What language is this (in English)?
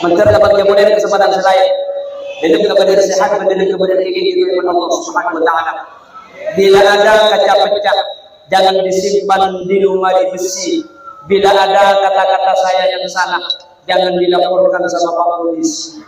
Madurese